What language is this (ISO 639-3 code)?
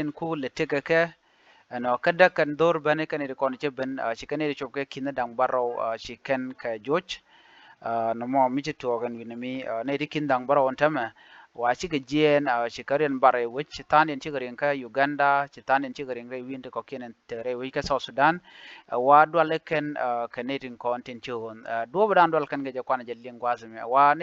nus